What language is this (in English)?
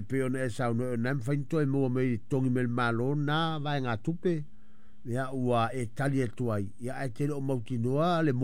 Samoan